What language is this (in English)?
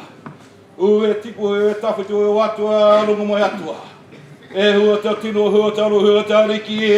Māori